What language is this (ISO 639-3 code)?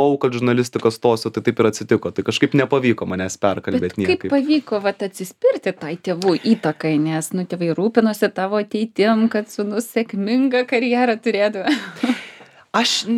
lit